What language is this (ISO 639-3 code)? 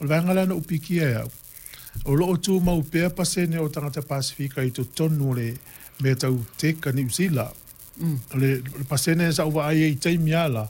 smo